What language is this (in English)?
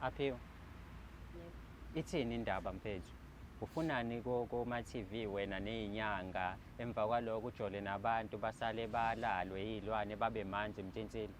Zulu